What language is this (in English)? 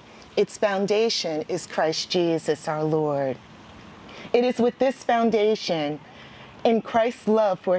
English